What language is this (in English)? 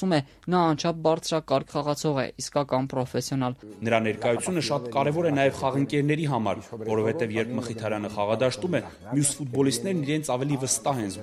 Armenian